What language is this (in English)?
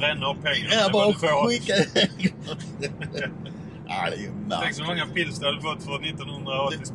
Swedish